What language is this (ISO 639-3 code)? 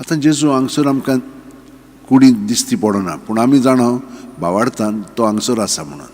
kok